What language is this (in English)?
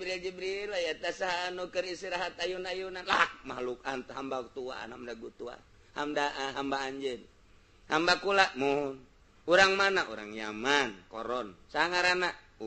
Sundanese